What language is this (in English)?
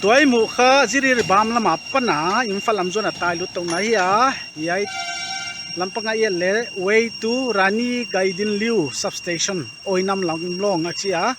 Paite Chin